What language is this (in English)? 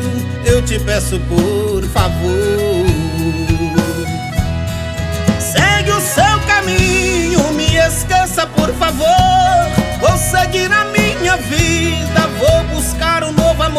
Portuguese